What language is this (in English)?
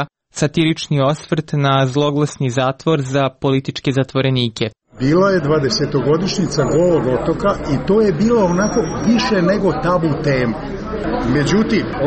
Croatian